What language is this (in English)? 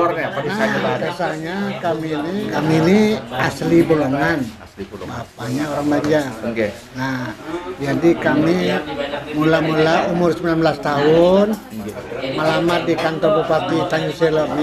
Banjar